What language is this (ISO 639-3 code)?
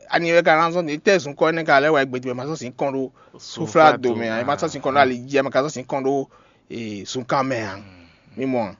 fon